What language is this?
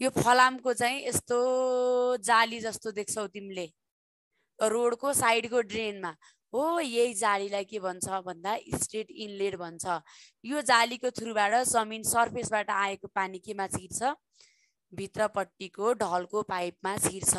Nepali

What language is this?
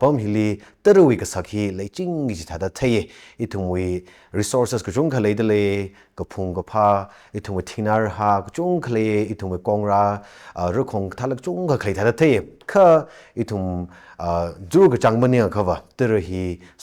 Tangkhul Naga (India)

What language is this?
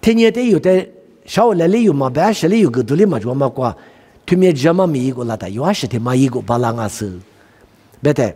Lisu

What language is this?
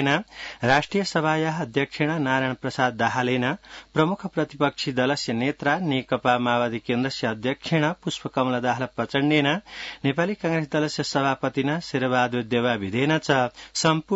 Sanskrit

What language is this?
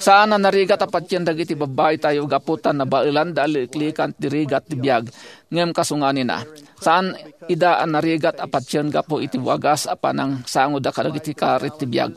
Iloko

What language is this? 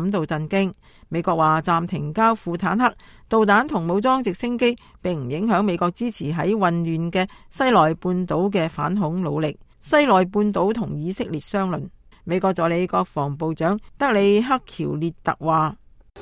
Cantonese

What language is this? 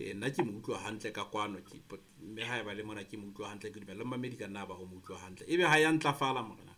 Southern Sotho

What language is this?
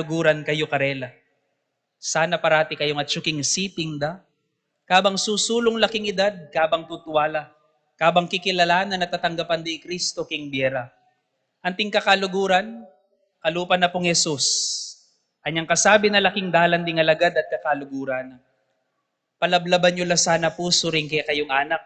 Pampanga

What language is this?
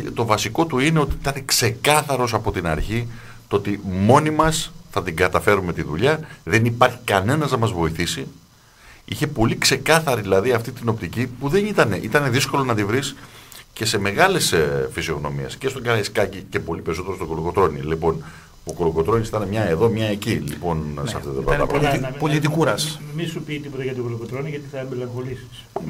Greek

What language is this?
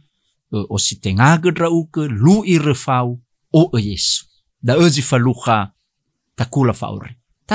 Nias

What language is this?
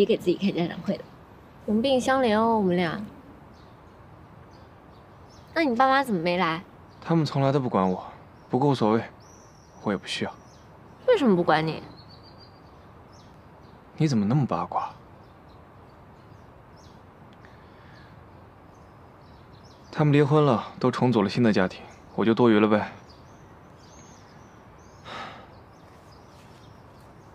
Chinese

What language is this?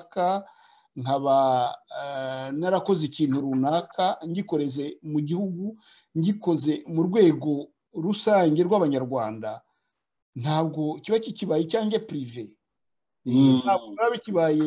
Kinyarwanda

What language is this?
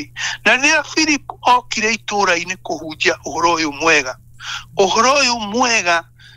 Kikuyu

